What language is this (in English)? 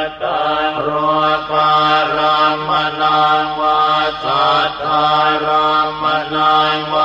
Pali